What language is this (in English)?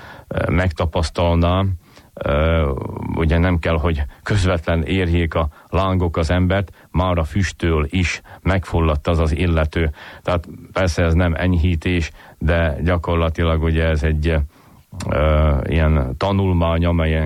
Hungarian